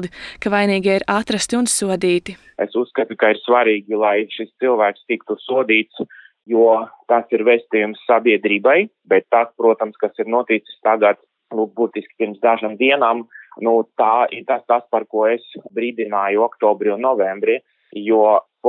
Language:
Latvian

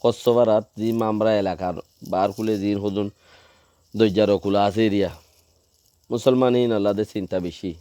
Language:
Rohingya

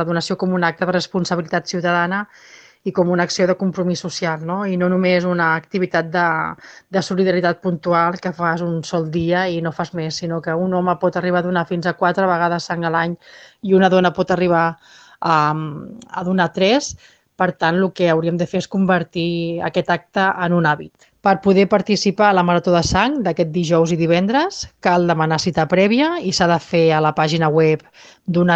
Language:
Catalan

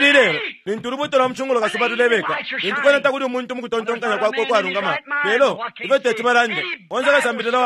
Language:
Bemba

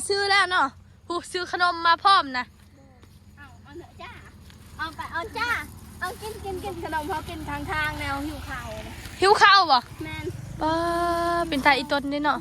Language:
Northeastern Thai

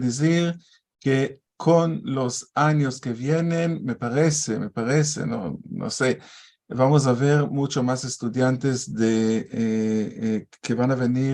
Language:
Ladino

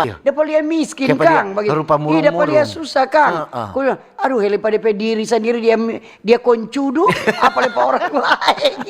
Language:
Manado Malay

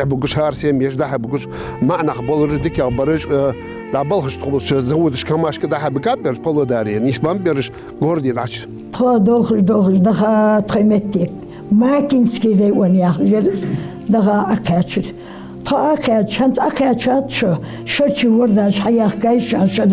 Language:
Ingush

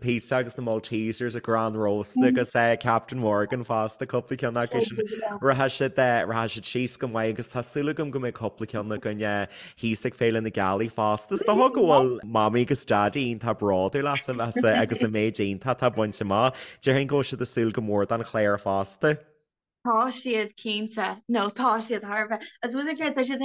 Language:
Irish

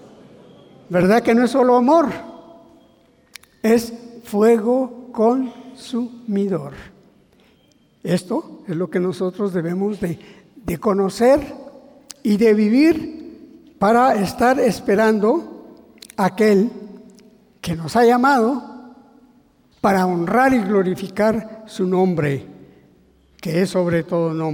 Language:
Spanish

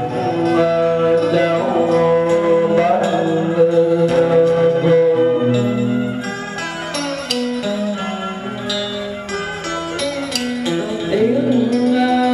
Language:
Vietnamese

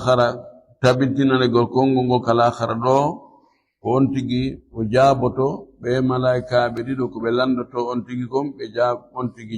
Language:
Fula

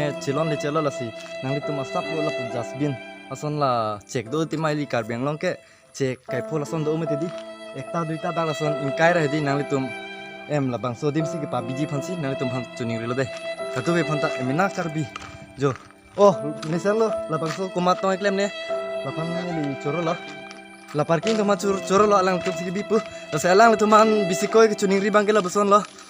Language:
Karbi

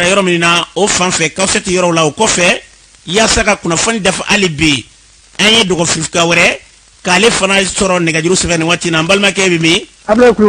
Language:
Bambara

